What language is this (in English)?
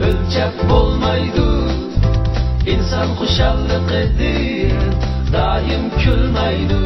Uyghur